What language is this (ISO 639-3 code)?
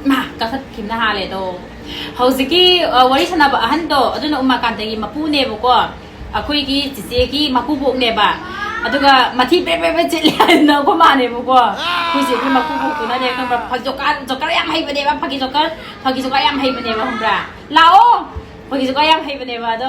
mni